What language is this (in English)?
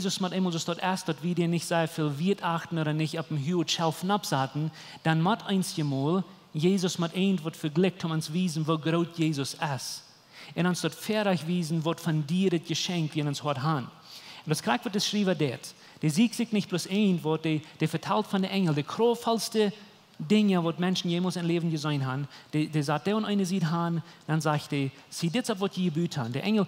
Plautdietsch